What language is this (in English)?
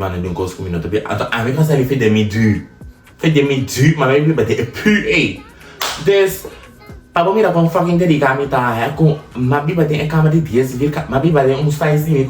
Papiamento